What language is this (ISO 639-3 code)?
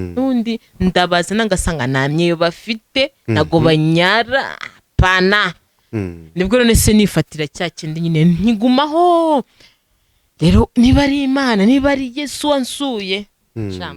kin